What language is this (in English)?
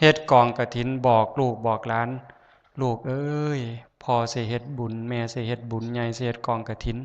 Northeastern Thai